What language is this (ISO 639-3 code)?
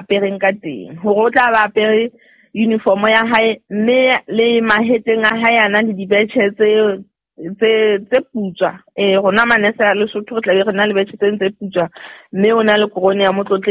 sot